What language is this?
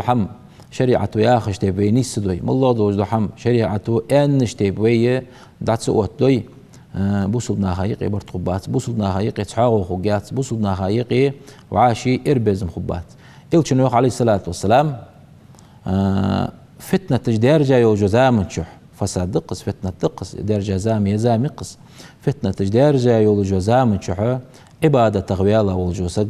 Ingush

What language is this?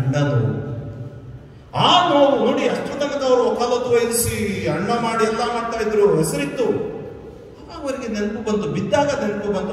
Kannada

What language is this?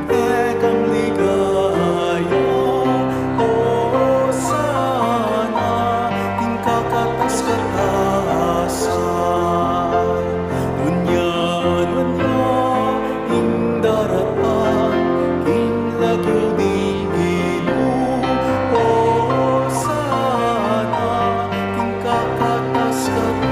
Pampanga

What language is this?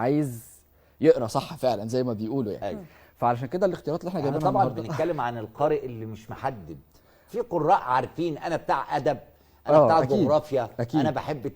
Egyptian Arabic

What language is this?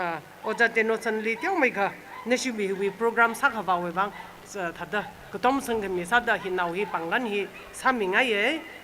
Tangkhul Naga (India)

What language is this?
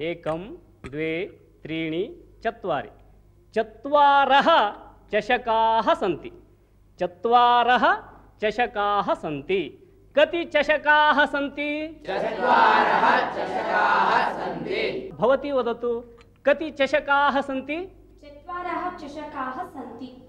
Sanskrit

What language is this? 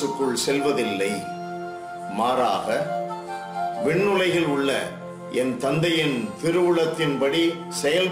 Tamil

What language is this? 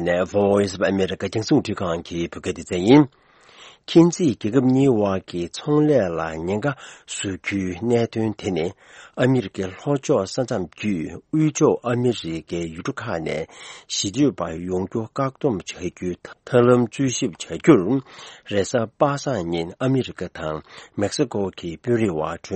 Tibetan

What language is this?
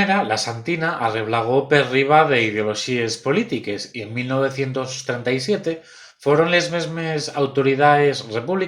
Asturian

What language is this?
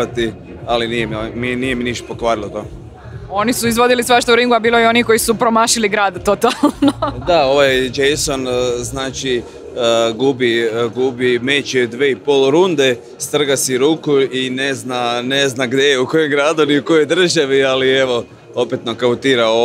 Croatian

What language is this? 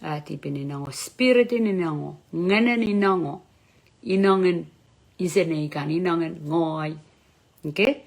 Pohnpeian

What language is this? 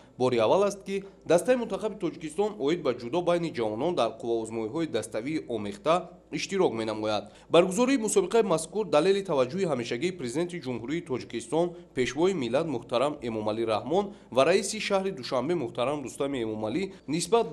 Tajik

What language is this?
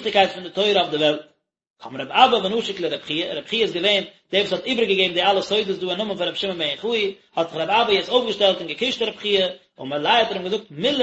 Yiddish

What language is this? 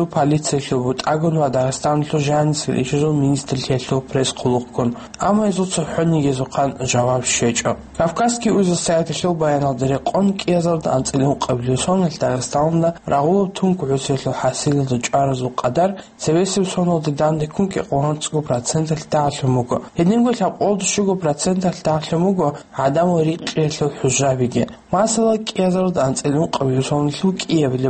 Avaric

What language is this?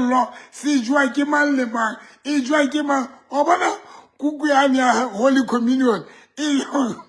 Southern Sotho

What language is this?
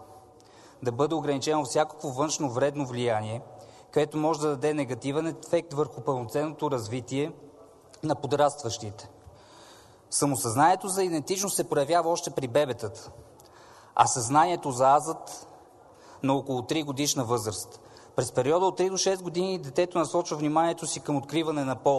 Bulgarian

